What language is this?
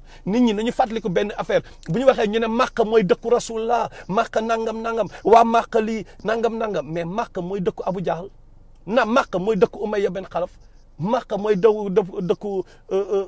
Wolof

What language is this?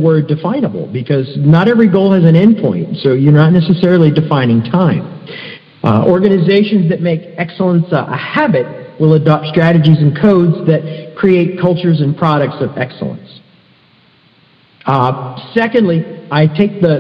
English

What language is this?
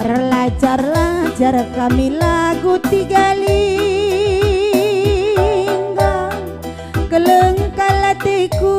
Batak Karo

